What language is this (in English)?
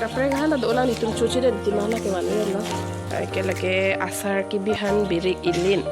Karbi